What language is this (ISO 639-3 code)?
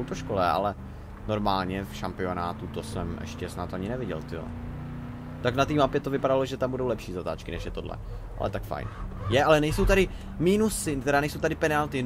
ces